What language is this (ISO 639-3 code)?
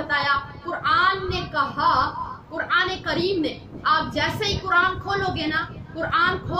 urd